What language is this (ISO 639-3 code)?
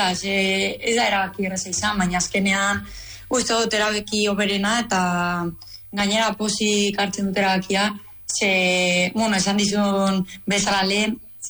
eus